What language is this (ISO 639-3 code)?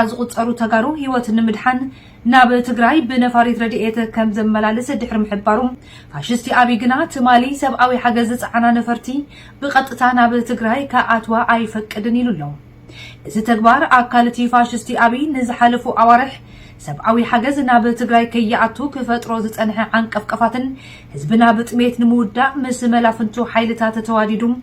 tir